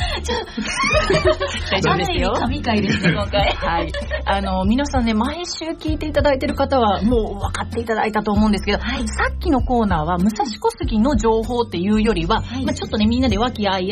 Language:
Japanese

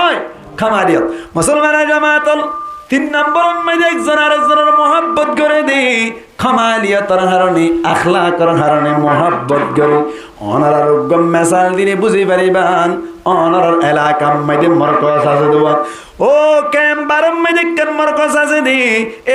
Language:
Rohingya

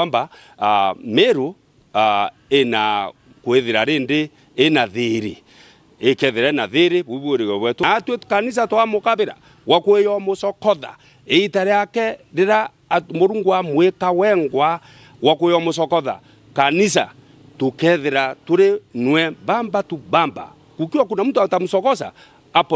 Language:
Meru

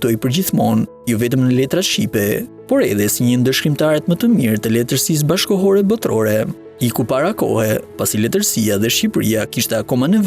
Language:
Albanian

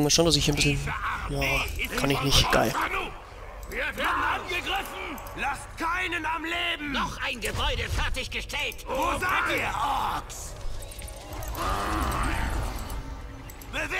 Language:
German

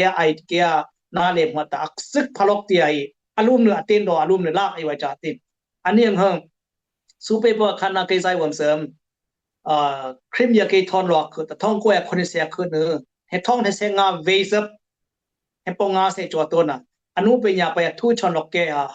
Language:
Dimasa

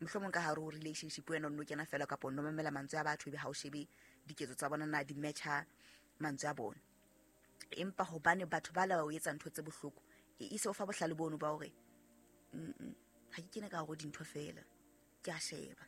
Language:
Southern Sotho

